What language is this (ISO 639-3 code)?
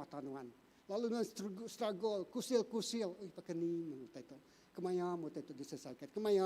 iba